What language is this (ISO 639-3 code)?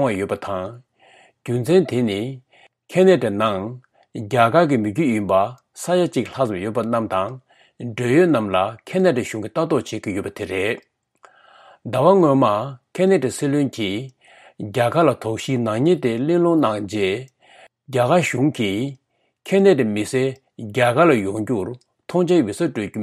bod